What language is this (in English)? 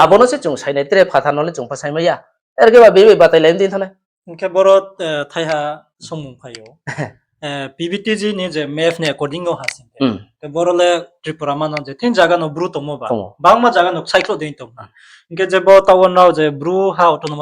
Riang (India)